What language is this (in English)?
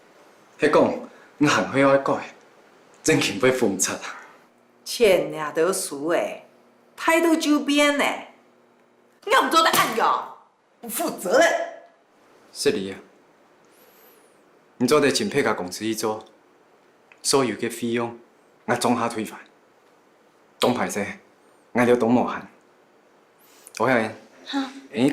Hakka Chinese